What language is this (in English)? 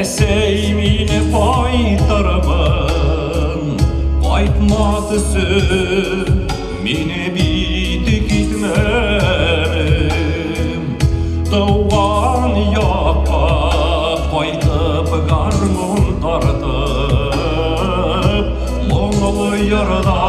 Bashkir